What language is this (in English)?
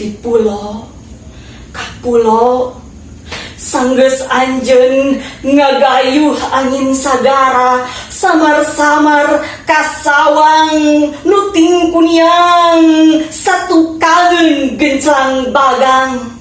Sundanese